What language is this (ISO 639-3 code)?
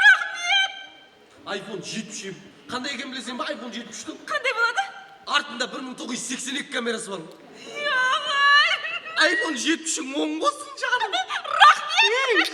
kaa